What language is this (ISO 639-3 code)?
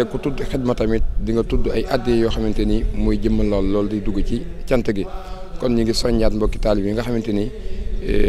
wol